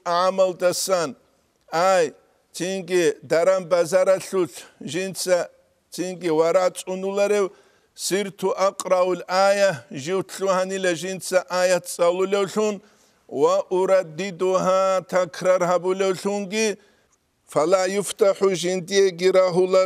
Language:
Avaric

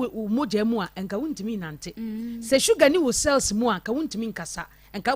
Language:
Akan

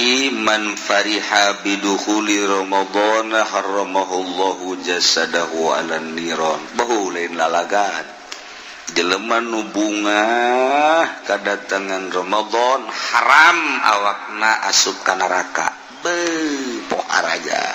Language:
Sundanese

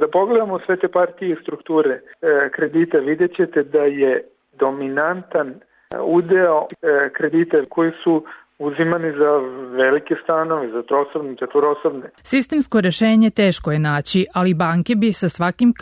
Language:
Serbian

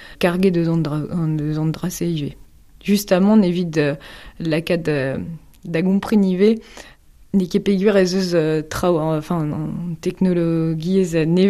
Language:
Breton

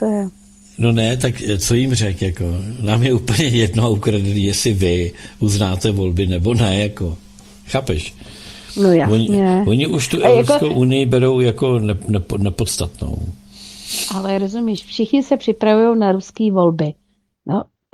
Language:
Czech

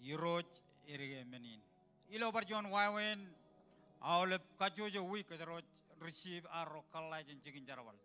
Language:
Marshallese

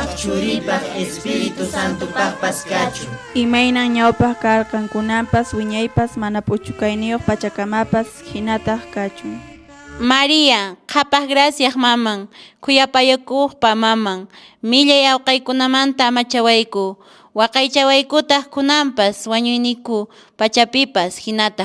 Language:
Quechua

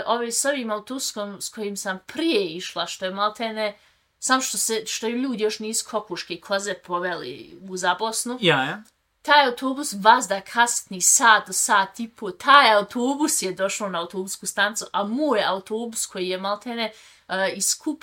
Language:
Serbian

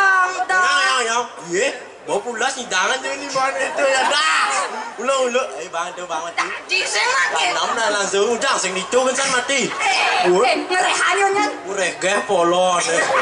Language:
Balinese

